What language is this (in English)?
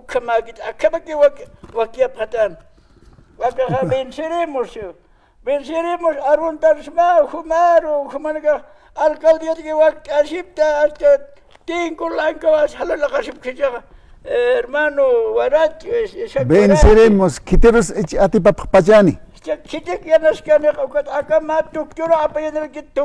Aymara